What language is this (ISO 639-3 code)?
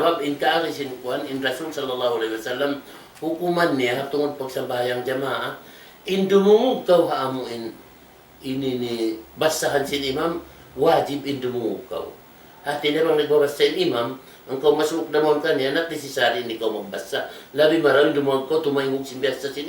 tsg